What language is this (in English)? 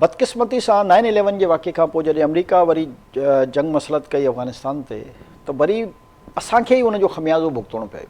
Sindhi